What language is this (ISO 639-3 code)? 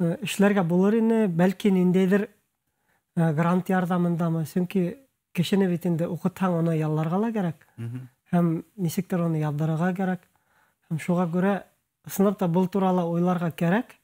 bak